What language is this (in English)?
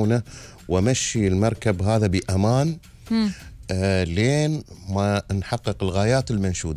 Gulf Arabic